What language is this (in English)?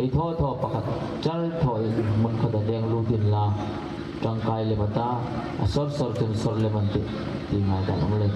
Hmar